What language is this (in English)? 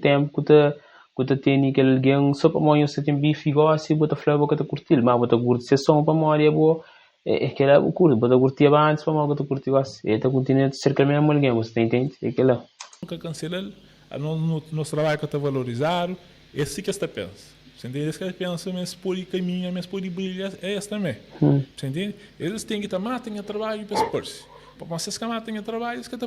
Kabuverdianu